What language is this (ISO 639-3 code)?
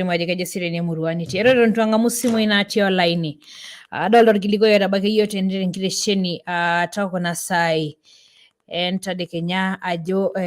mas